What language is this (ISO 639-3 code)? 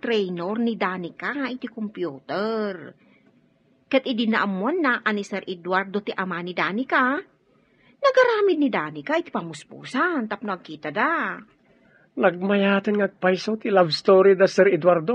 ilo